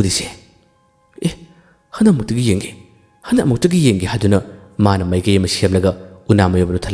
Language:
Manipuri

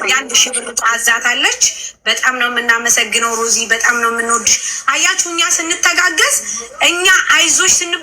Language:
Amharic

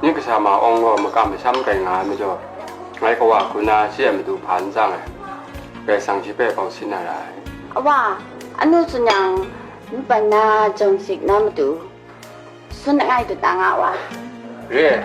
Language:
Kachin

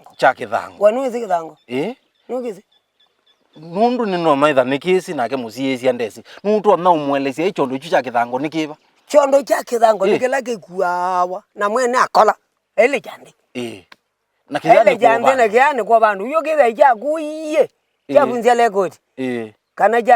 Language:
Kamba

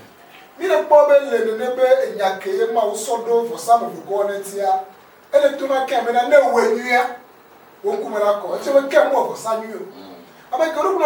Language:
Ewe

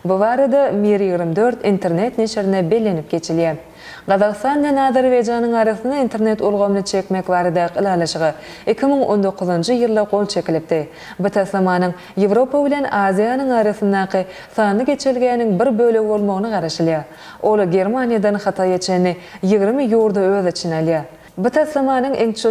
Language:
Turkmen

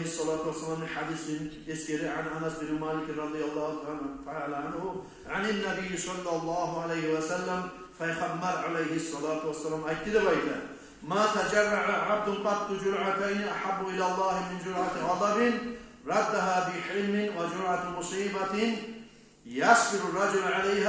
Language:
Kumyk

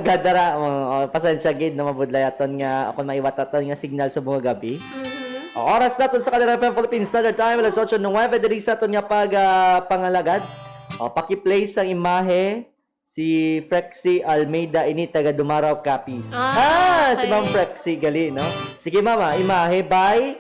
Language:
Hiligaynon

